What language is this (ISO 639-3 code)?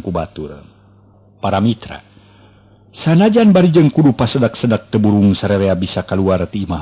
sun